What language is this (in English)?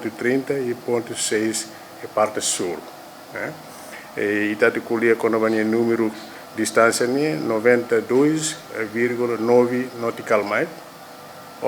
Tetum